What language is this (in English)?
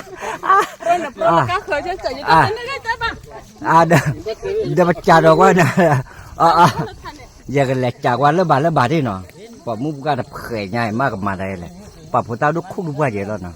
S'gaw Karen